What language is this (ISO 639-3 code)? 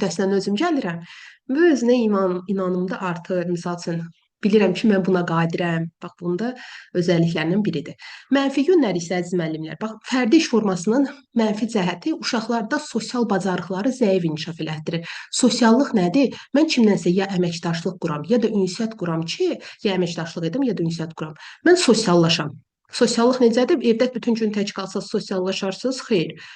aze